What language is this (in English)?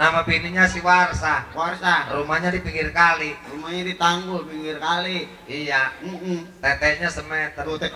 Betawi